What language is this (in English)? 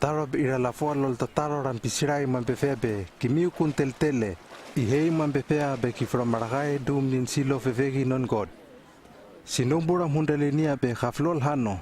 Hano